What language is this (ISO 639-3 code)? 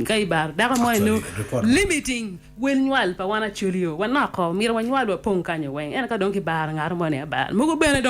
ach